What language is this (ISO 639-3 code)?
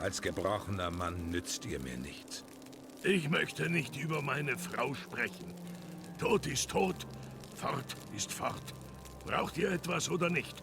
gsw